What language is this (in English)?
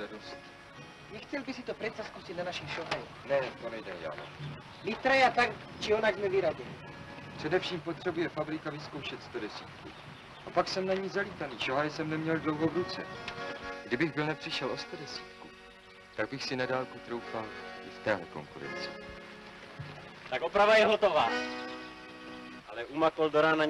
Czech